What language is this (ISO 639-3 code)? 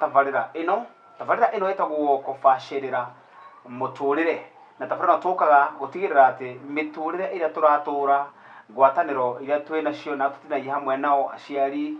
kik